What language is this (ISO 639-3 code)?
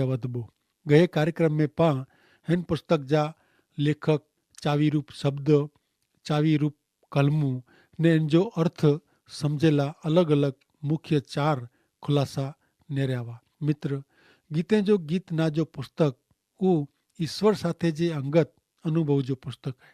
kfr